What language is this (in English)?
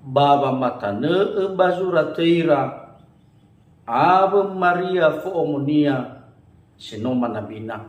Nias